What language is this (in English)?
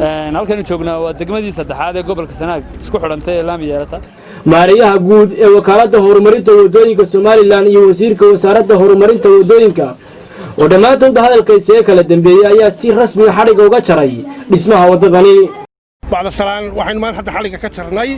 Somali